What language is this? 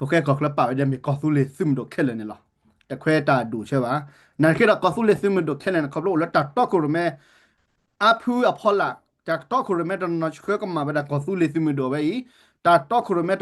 S'gaw Karen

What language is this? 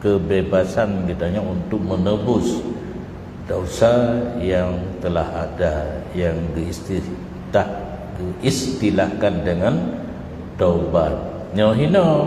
Achinese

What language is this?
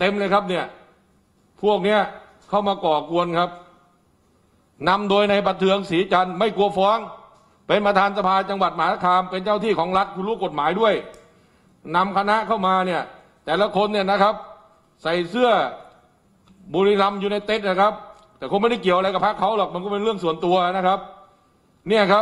Thai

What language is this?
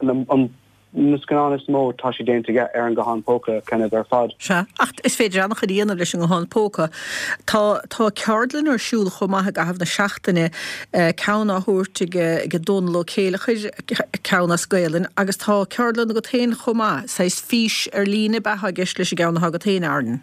Irish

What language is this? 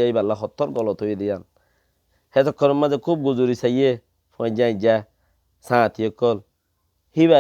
Rohingya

